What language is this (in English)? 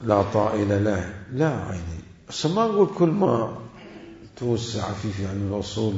Mesopotamian Arabic